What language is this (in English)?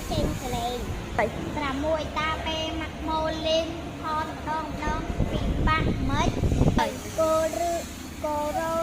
Khmer